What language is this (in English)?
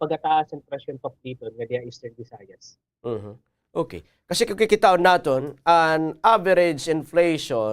Waray